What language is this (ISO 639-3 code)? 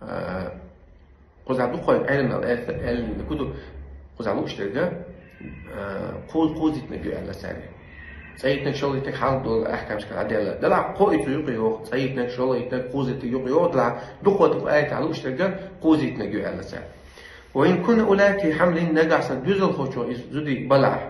che